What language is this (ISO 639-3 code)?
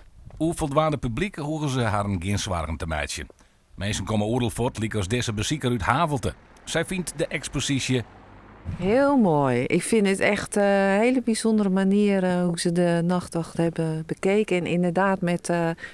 fry